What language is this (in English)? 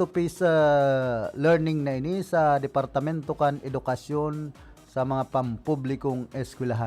Bikol